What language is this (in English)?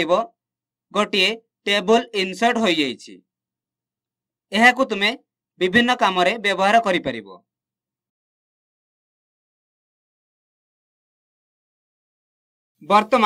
Odia